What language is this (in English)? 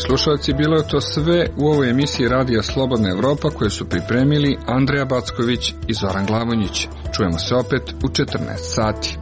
Serbian